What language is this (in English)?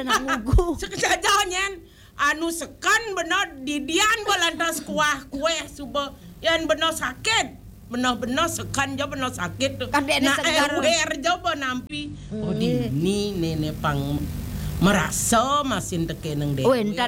Balinese